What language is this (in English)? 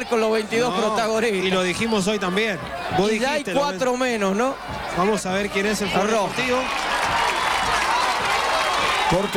Spanish